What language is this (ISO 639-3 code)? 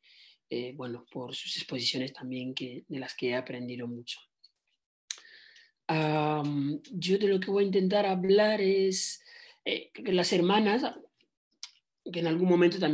spa